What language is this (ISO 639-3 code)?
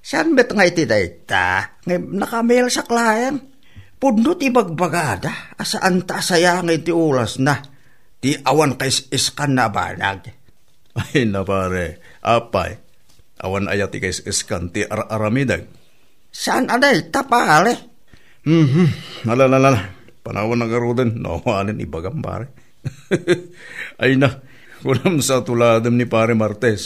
ilo